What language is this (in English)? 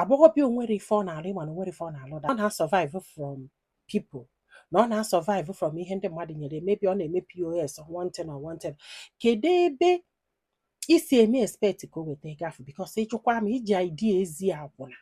Igbo